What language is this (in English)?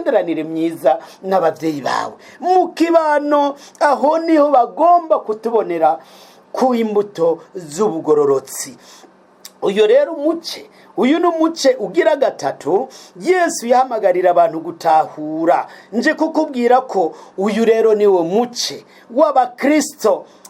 Rundi